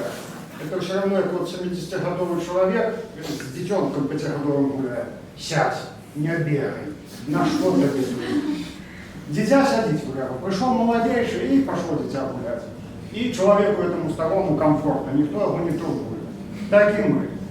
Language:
Belarusian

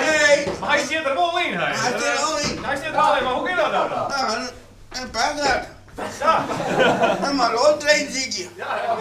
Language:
Western Frisian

